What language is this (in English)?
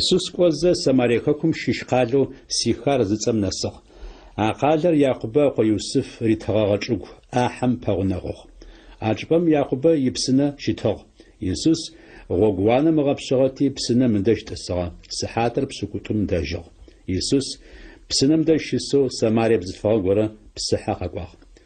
Adyghe